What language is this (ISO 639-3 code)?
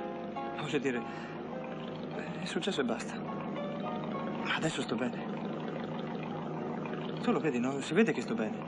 ita